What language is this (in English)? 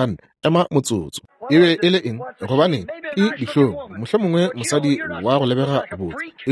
Northern Sotho